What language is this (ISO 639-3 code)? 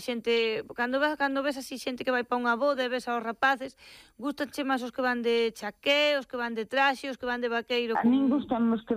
glg